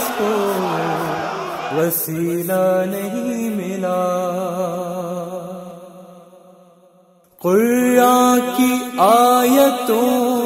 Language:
Urdu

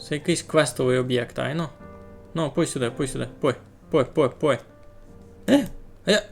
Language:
Rusyn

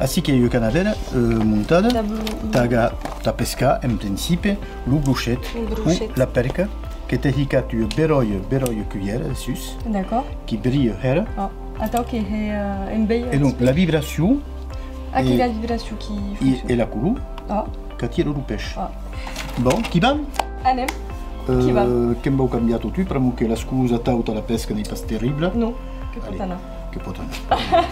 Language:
Occitan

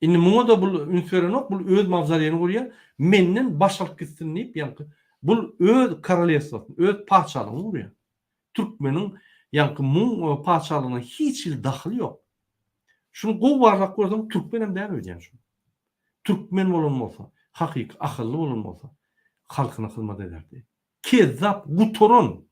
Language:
Turkmen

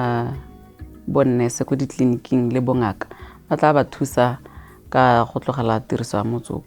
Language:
Tswana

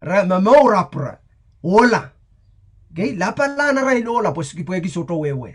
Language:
Pohnpeian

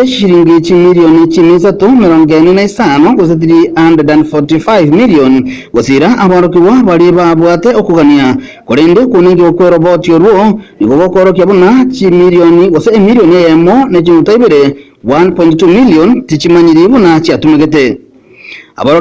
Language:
Gusii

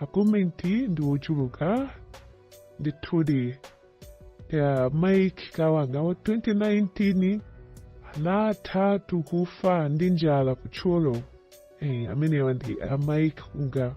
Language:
Nyanja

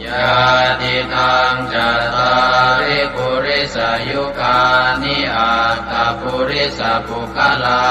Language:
Pali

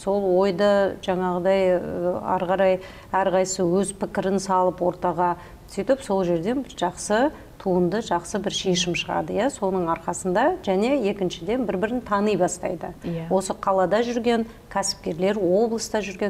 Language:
Kazakh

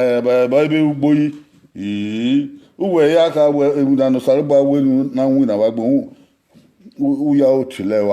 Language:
Bini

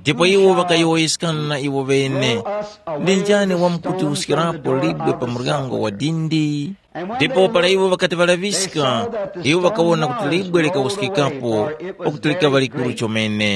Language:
Tumbuka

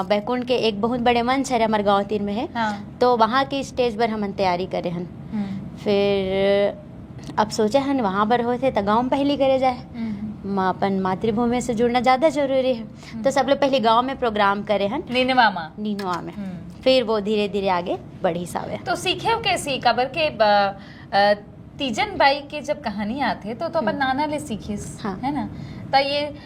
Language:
Chhattisgarhi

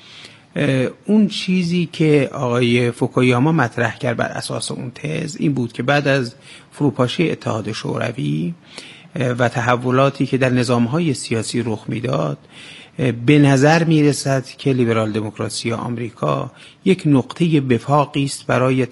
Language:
Persian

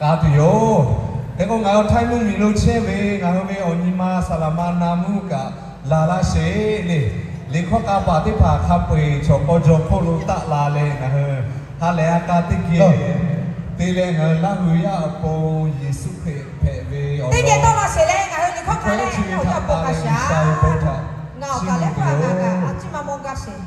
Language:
Lahu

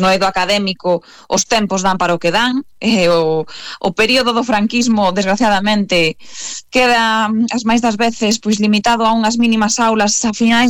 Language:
Galician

